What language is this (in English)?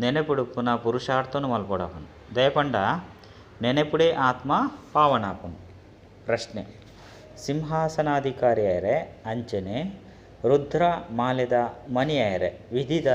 Tulu